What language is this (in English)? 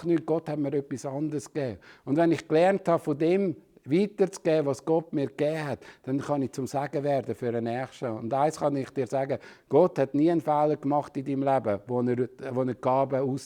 Swiss German